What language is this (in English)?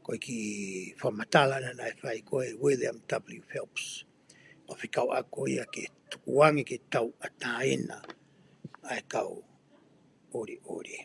Tongan